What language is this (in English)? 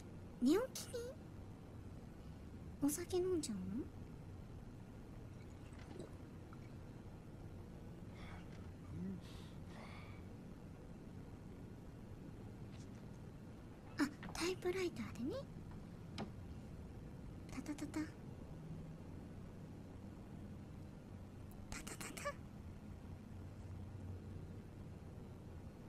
Japanese